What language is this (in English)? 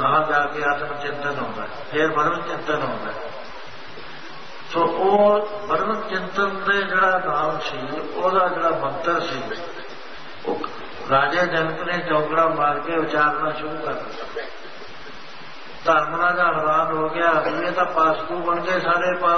Punjabi